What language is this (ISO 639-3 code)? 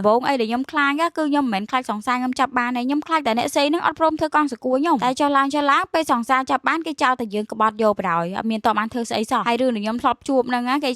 khm